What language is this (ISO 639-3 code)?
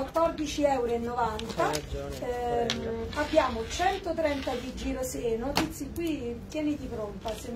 ita